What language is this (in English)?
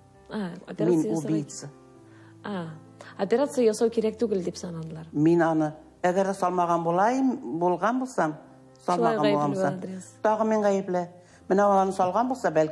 Tatar